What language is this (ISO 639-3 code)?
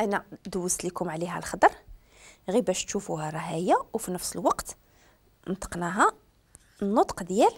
ary